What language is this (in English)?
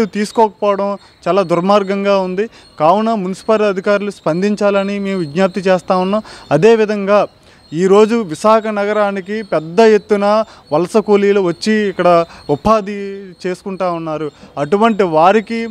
Telugu